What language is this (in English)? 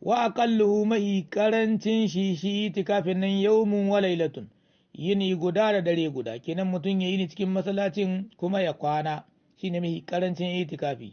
Hausa